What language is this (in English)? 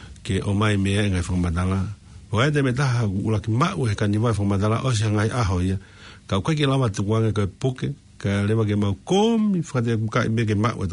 Tongan